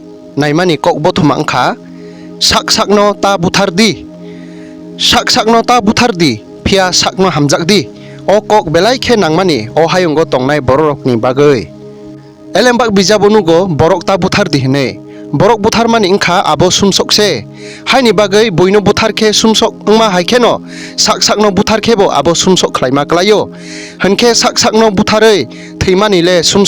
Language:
Kok Borok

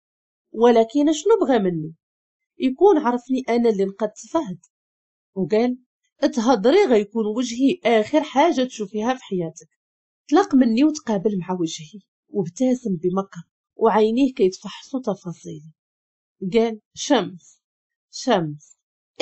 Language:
Moroccan Arabic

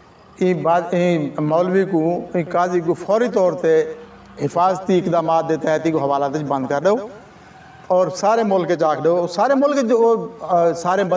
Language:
Saraiki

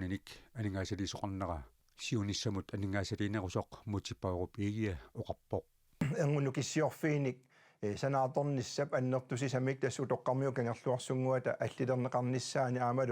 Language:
Kalaallisut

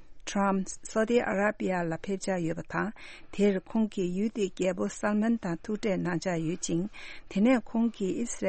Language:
Tibetan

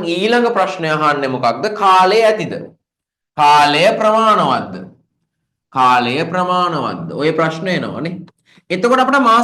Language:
Sinhala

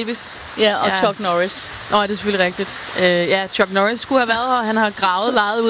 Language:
Danish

